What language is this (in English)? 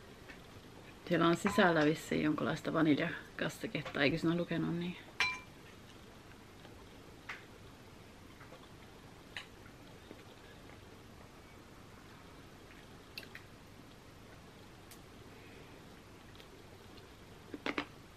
Finnish